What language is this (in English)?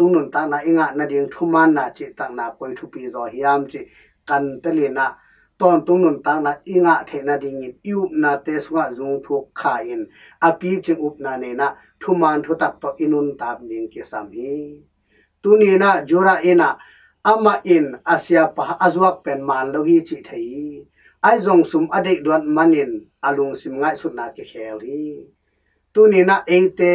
Tedim Chin